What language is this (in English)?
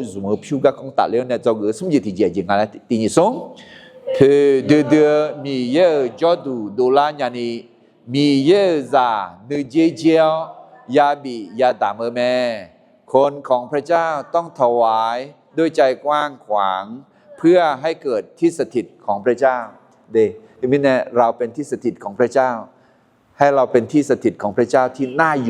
Akha